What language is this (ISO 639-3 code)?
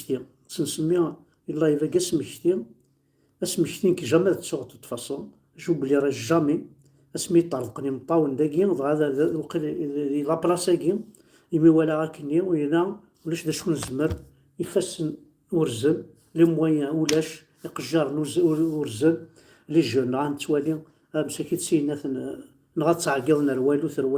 kab